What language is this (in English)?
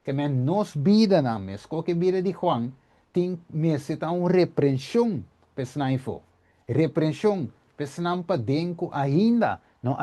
Papiamento